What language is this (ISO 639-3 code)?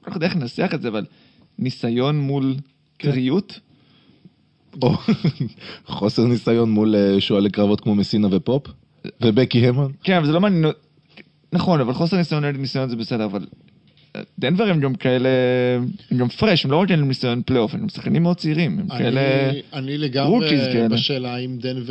heb